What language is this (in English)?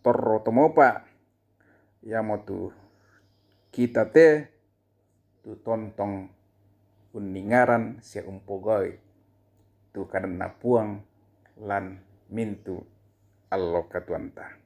Toraja-Sa'dan